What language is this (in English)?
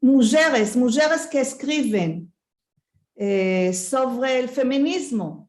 Ladino